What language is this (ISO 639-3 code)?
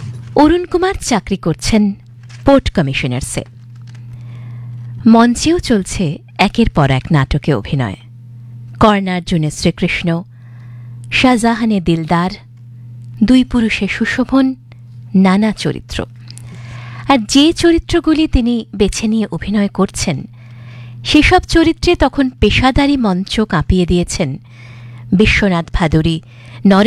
ben